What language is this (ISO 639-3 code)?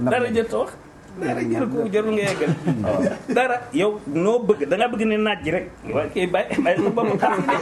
wol